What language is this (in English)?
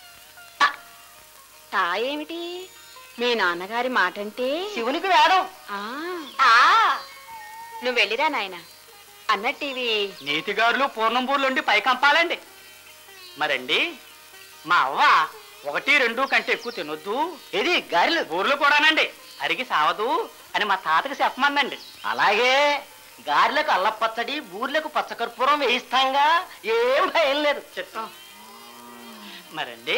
Telugu